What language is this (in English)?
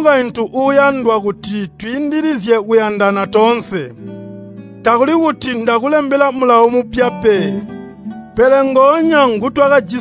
Tonga (Zambia)